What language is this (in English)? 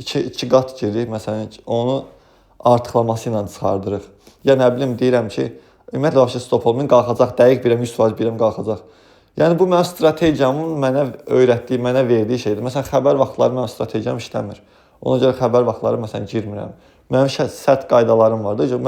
Azerbaijani